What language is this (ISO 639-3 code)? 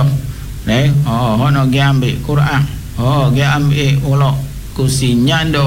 msa